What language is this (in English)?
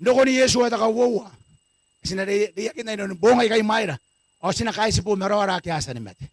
Gilbertese